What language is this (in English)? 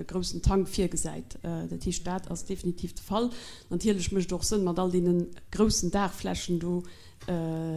Luxembourgish